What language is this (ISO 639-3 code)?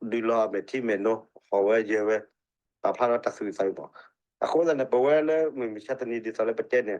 ksw